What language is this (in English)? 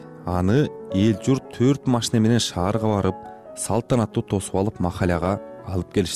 Kyrgyz